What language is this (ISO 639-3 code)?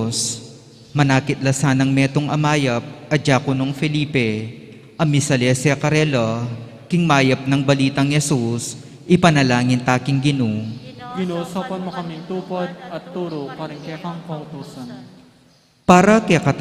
pam